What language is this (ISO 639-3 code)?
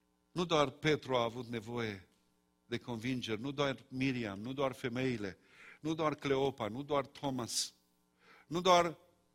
ron